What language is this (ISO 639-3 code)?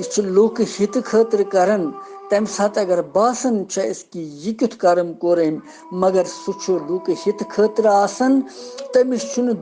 kas